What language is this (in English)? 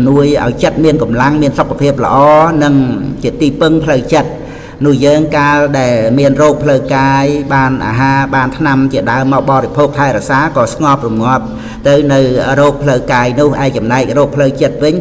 Khmer